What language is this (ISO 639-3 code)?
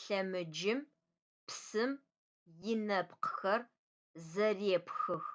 ady